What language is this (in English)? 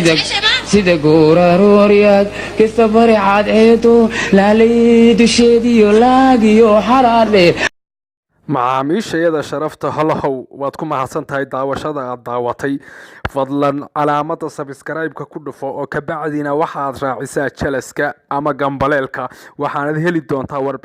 Somali